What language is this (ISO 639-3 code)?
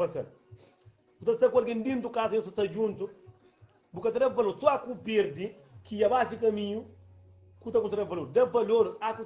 kea